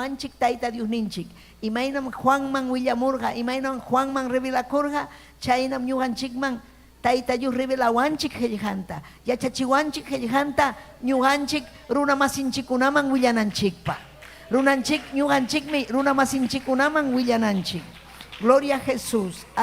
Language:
Ayacucho Quechua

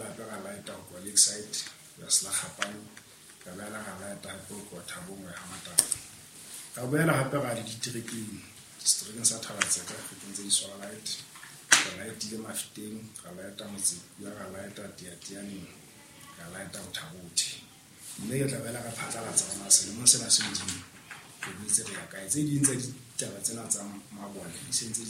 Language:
Southern Sotho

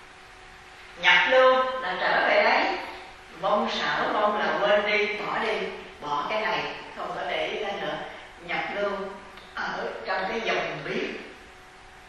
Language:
Vietnamese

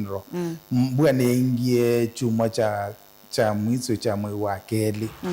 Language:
Kamba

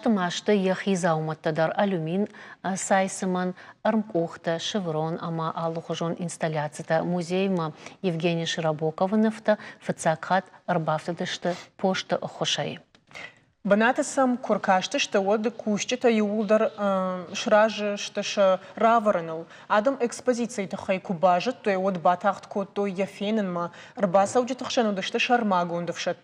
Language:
Ossetic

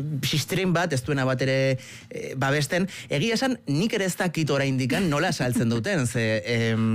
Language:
Basque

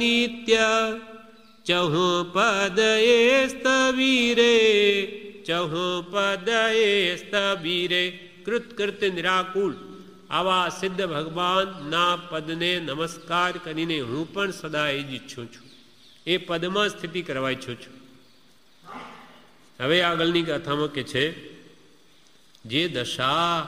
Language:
Gujarati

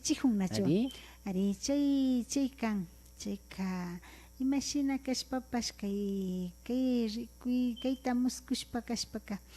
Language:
Imbabura Highland Quichua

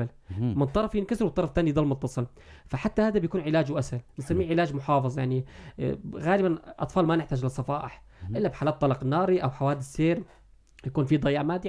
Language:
North Levantine Arabic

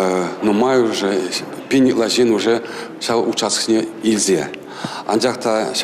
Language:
Chuvash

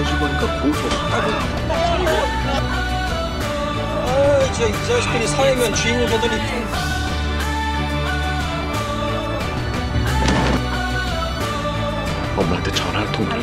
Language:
Korean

